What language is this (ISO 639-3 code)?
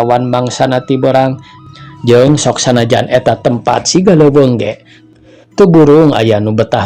sun